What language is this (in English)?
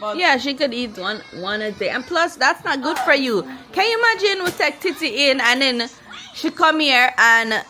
Jamaican Creole English